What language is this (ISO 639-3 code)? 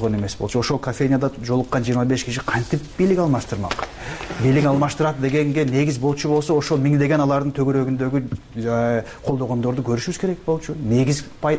kir